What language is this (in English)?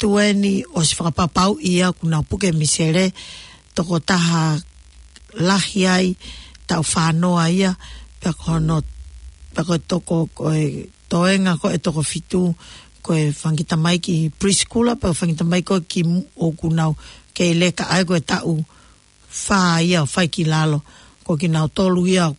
Tongan